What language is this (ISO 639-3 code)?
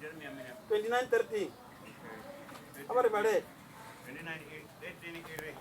ven